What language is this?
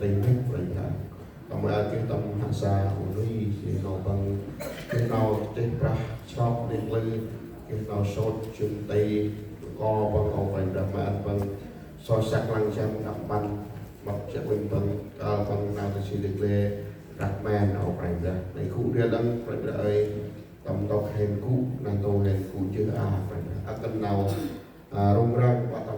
Central Mnong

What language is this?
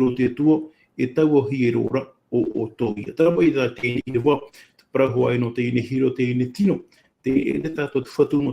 Tahitian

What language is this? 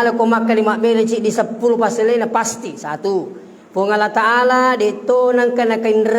Buginese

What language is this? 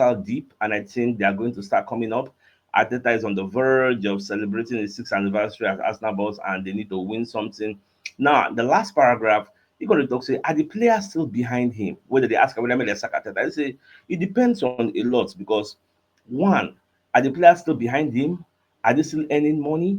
Nigerian Pidgin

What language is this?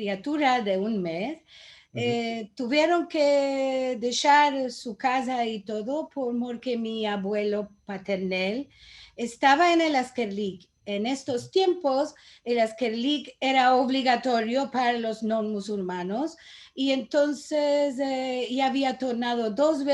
Ladino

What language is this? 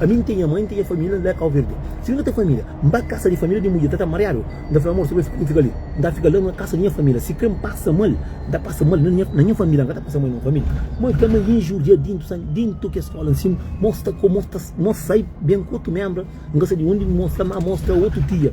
Kabuverdianu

